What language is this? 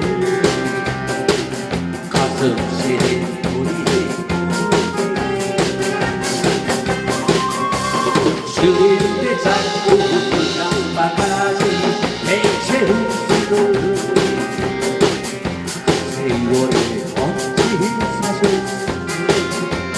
Korean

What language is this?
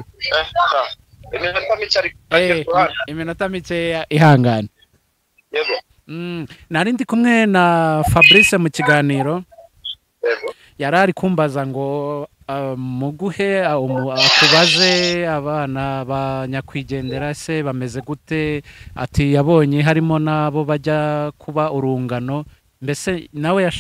Kinyarwanda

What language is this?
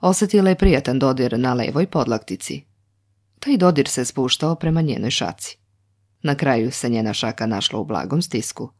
Serbian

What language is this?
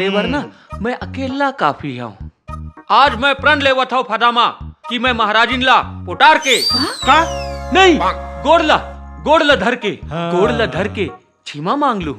Chhattisgarhi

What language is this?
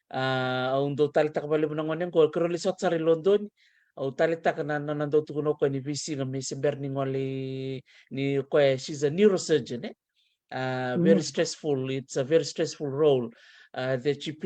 Fijian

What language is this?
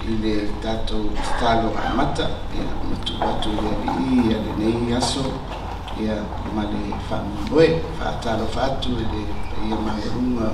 Samoan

